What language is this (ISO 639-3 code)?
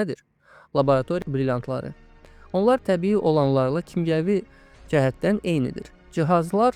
aze